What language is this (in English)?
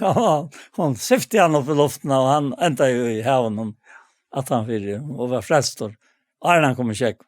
Faroese